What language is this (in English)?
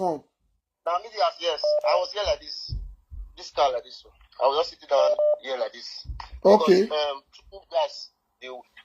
Nigerian Pidgin